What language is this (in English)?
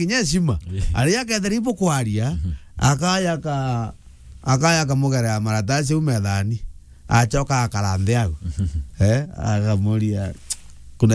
Meru